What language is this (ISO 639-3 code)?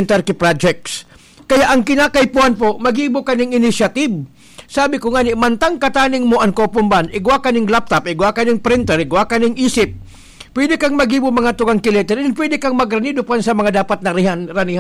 bik